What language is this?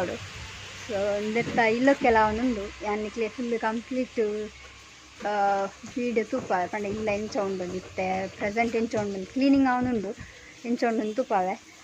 Tulu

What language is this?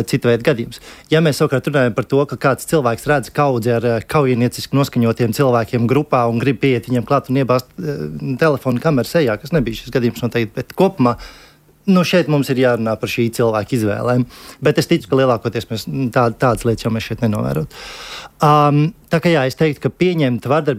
Latvian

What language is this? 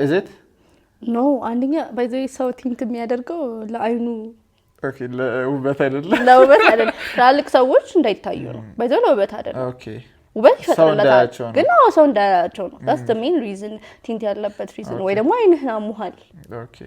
Amharic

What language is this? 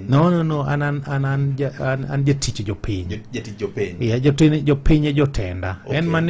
Luo (Kenya and Tanzania)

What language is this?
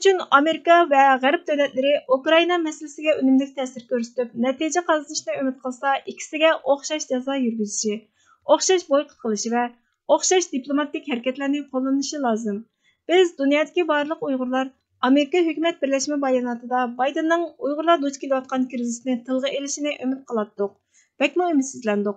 Uyghur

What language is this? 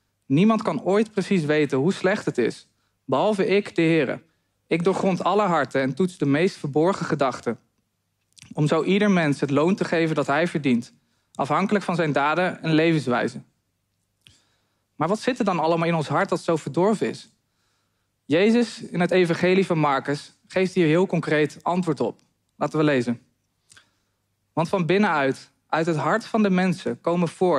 Dutch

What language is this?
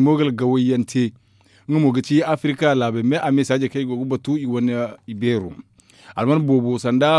Zarma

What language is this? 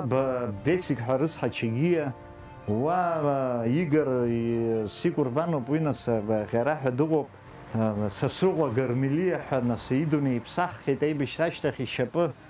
Abkhazian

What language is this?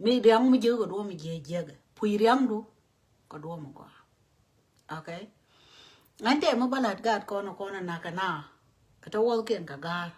Nuer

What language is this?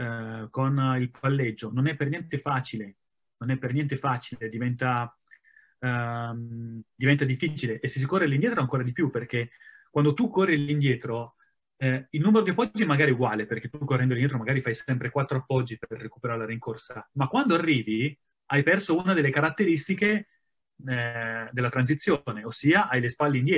Italian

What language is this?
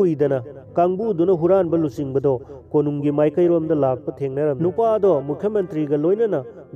Manipuri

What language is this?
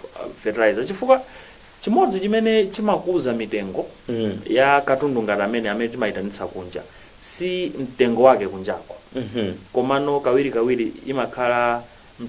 Nyanja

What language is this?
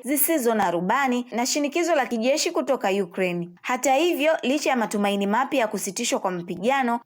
Swahili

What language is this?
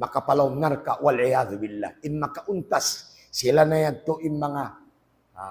Tausug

